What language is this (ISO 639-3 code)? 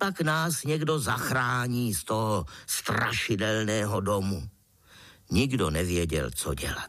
ces